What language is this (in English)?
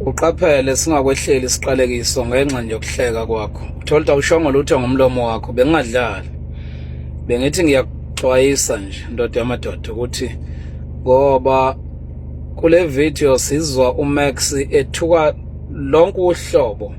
Zulu